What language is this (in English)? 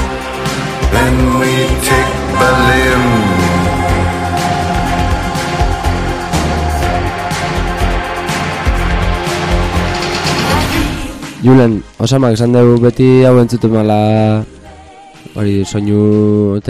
Basque